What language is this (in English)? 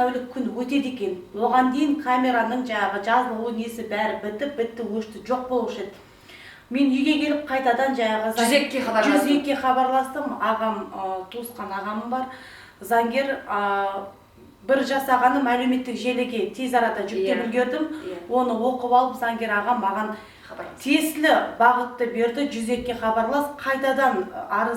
Kazakh